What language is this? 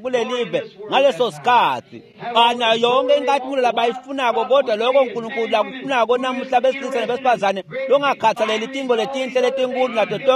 Swati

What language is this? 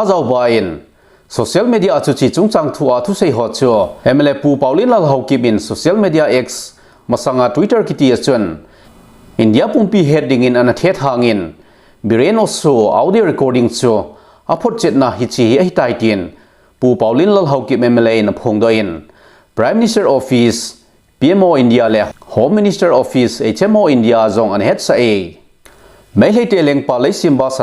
Thado Chin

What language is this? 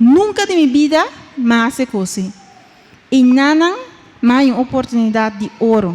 Papiamento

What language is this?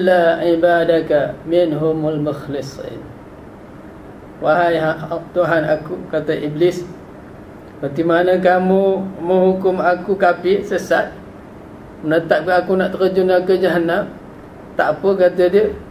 Malay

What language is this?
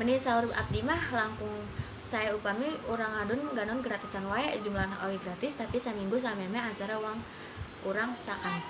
Sundanese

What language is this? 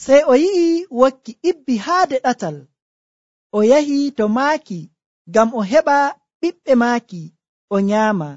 Nigerian Fulfulde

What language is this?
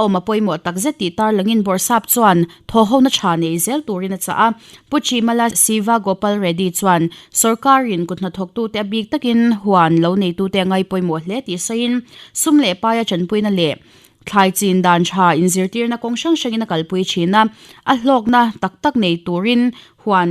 Mizo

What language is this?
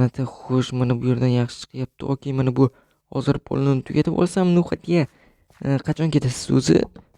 Uzbek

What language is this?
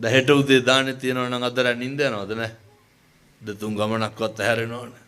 Sinhala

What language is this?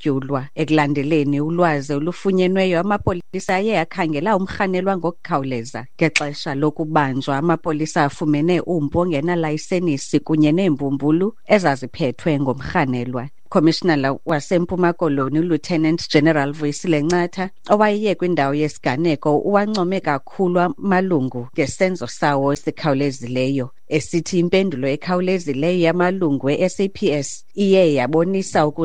Xhosa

